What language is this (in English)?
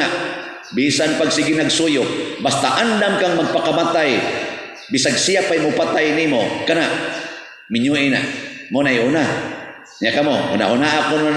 Cebuano